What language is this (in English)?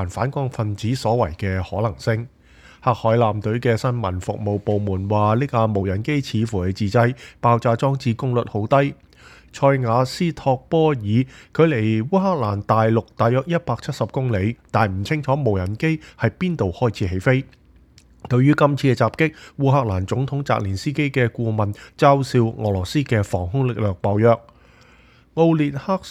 Cantonese